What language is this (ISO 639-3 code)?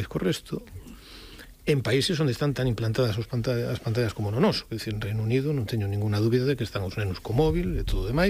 glg